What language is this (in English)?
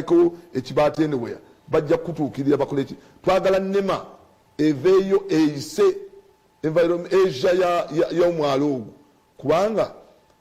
Ganda